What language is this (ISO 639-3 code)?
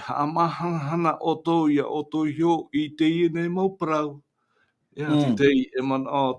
tah